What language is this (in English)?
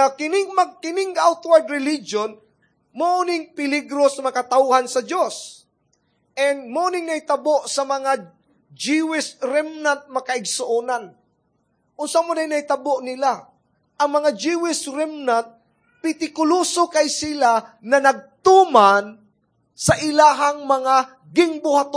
Cebuano